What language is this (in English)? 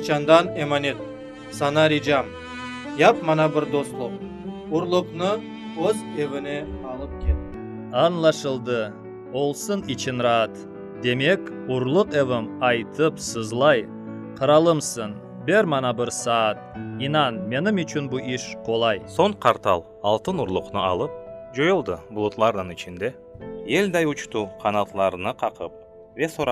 Crimean Tatar